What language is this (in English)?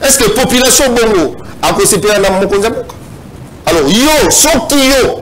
Lingala